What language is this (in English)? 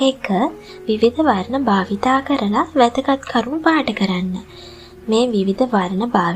Sinhala